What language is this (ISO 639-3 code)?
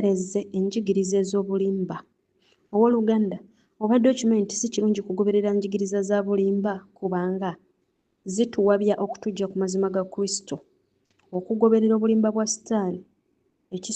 lug